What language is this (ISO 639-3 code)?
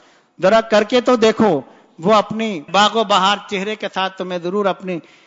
urd